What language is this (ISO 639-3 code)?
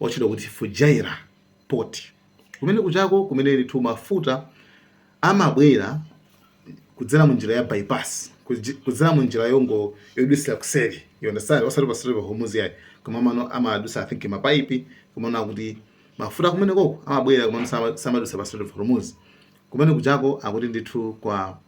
nya